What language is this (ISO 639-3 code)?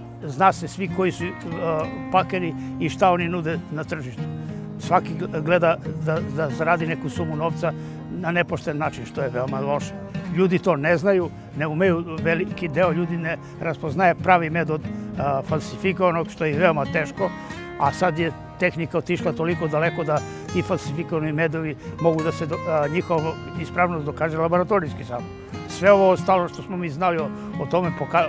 srp